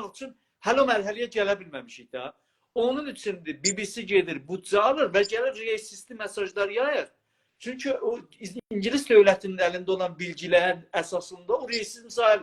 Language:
South Azerbaijani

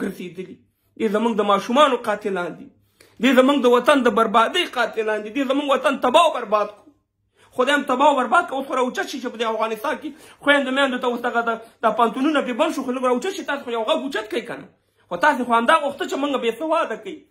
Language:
Pashto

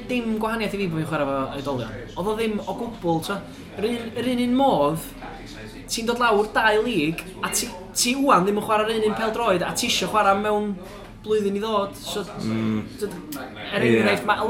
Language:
Welsh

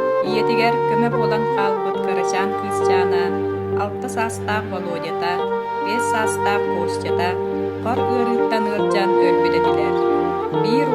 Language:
Yakut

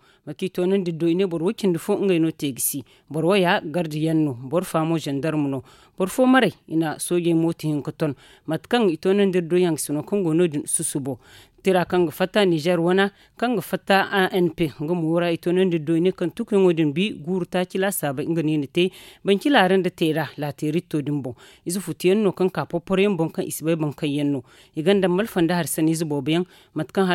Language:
Zarma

